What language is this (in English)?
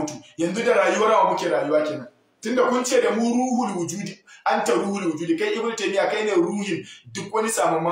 Hausa